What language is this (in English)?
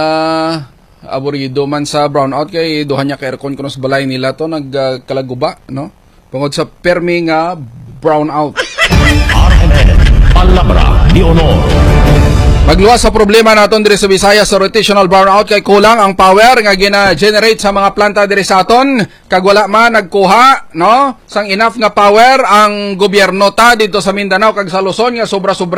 Hiligaynon